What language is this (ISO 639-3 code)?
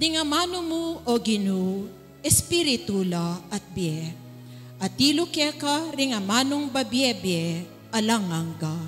pam